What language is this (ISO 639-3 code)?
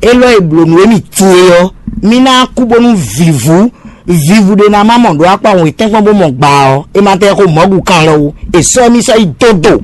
fon